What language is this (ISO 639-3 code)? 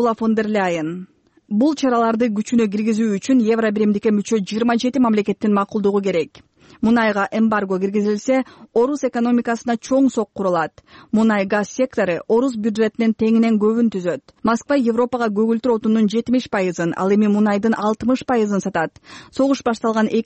kir